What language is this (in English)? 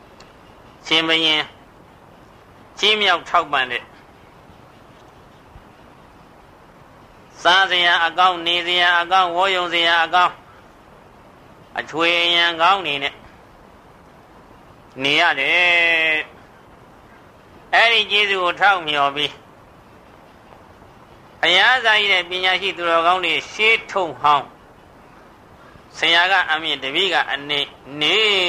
Burmese